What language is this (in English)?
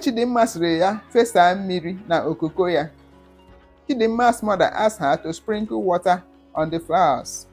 Igbo